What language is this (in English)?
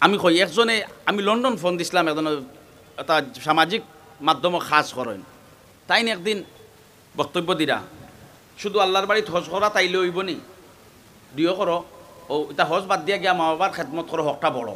Sylheti